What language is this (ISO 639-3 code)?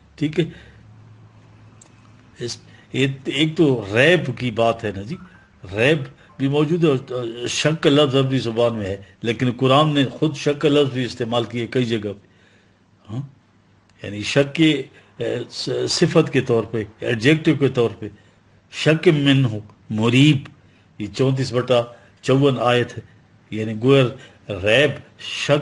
urd